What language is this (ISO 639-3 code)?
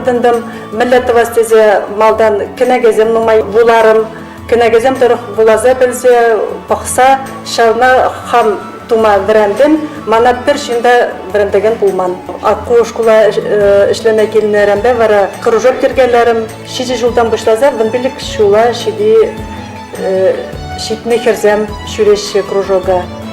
chv